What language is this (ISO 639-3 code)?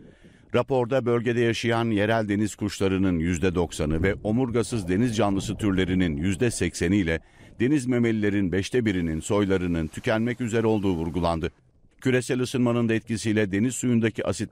tur